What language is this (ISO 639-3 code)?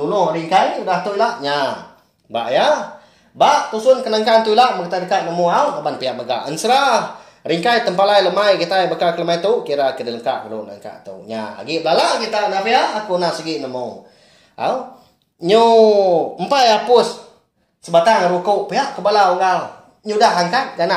iba